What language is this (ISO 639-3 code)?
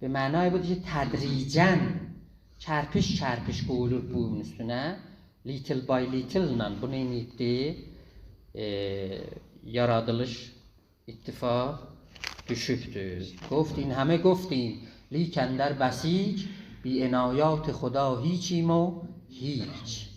azb